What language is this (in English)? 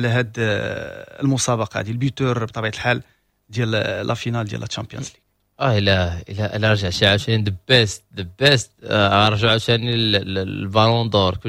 Moroccan Arabic